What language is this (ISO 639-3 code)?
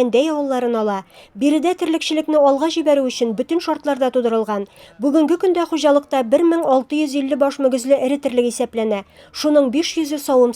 tat